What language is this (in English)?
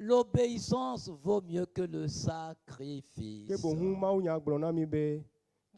Ewe